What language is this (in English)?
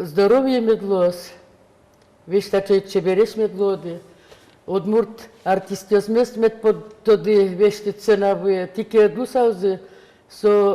Udmurt